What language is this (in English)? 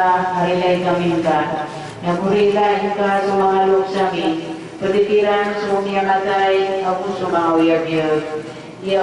Maranao